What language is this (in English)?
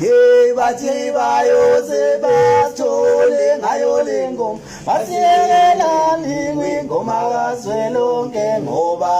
Zulu